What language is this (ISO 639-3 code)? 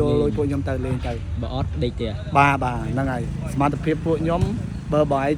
khm